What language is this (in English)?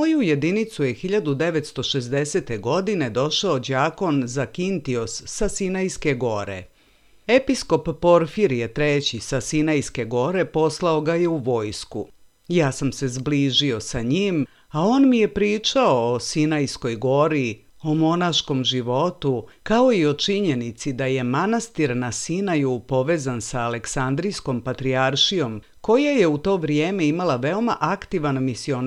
Serbian